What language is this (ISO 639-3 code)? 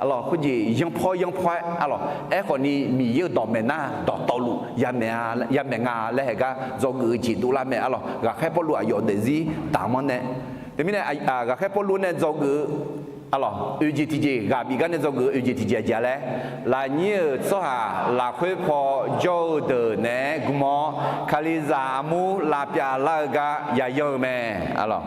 ahk